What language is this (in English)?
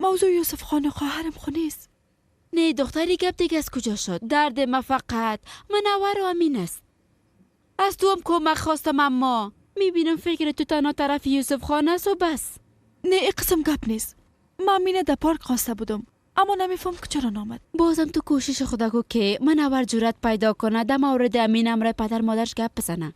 Persian